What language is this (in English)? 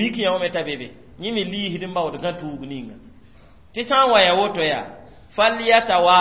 Mossi